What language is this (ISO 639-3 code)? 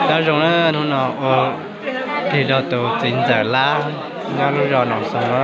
hmn